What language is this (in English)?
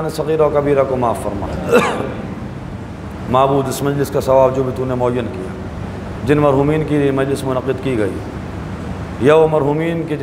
Urdu